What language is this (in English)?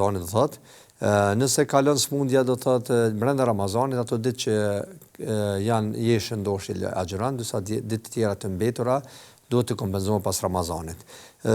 Albanian